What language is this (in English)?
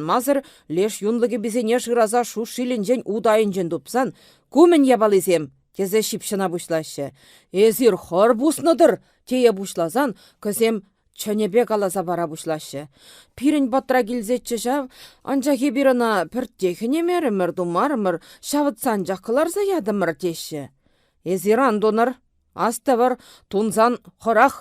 Chuvash